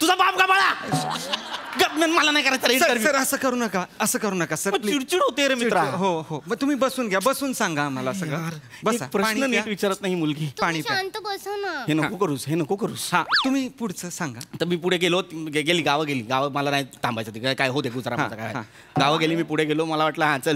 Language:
Marathi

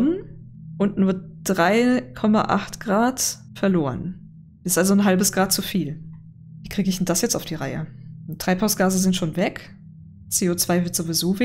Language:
German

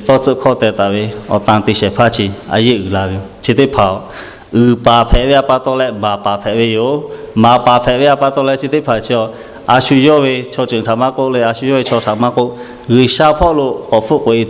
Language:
Lahu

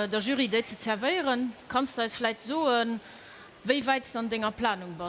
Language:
Luxembourgish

